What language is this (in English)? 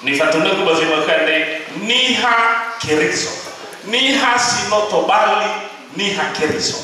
Nias